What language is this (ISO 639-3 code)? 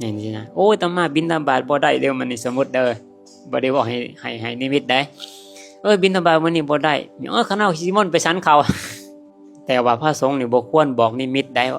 lao